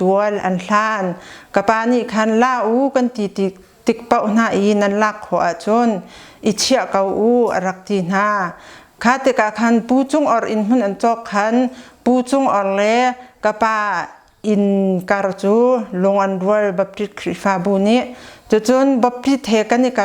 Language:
Hakha Chin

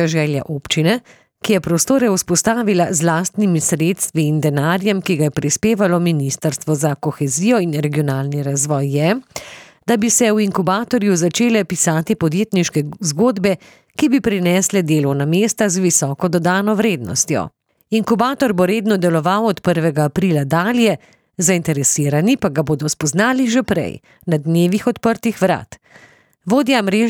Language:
Slovenian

